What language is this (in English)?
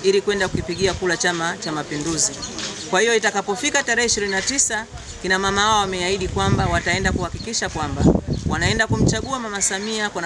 Swahili